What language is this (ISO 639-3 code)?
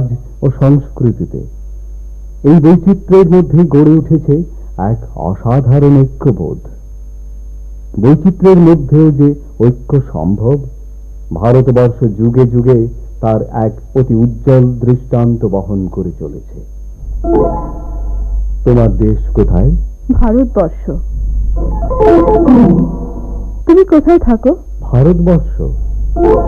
ben